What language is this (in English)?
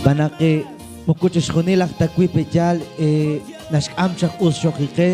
Kekchí